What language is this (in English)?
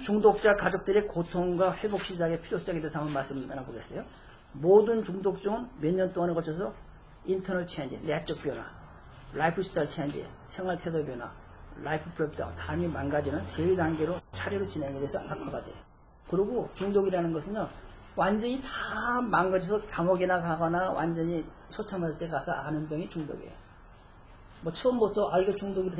Korean